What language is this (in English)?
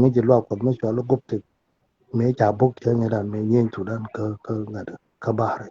Nuer